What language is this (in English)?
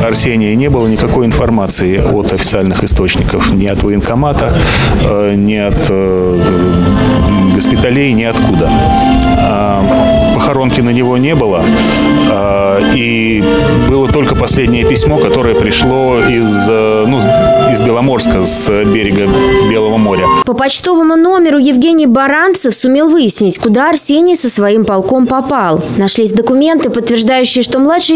Russian